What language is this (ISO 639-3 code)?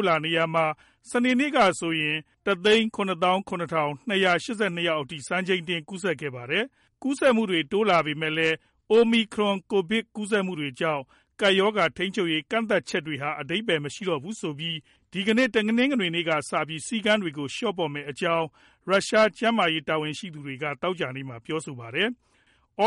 mya